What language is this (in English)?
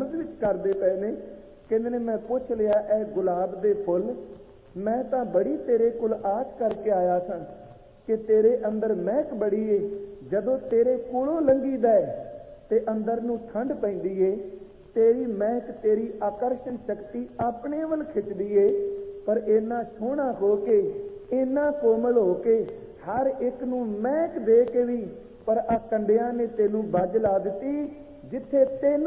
Punjabi